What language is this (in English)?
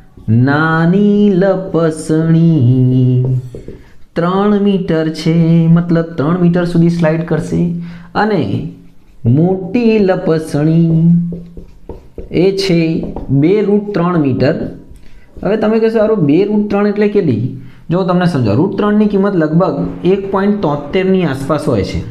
Gujarati